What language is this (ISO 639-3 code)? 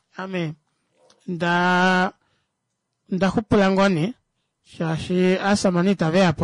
kua